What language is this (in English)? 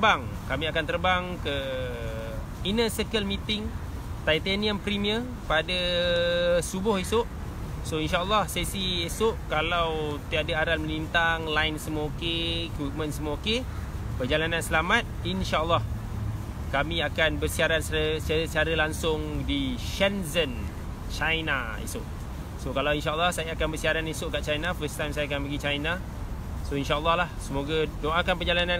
Malay